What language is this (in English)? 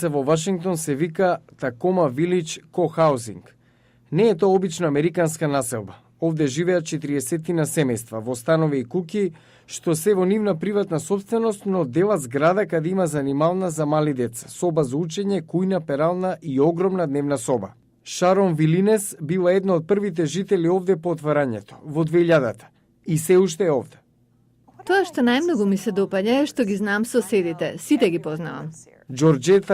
Macedonian